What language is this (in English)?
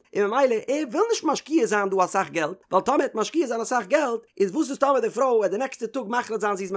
Yiddish